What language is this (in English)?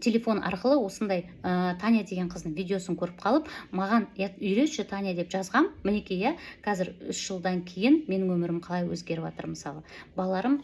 Kazakh